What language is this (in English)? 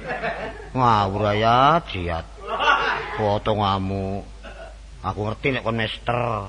Javanese